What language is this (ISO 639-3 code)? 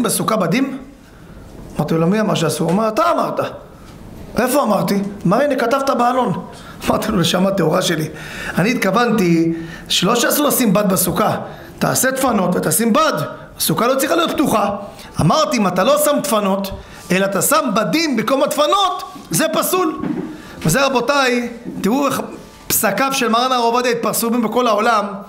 heb